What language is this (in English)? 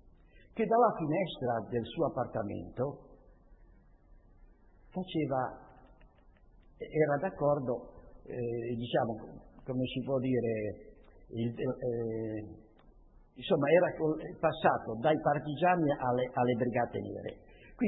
Italian